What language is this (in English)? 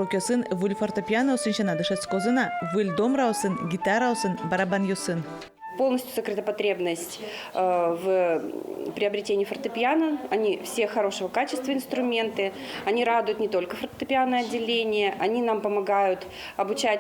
Udmurt